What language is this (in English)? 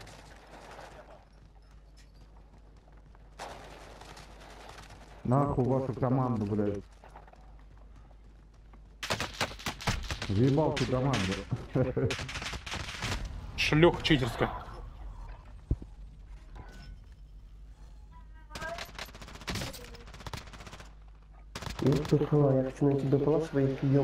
Russian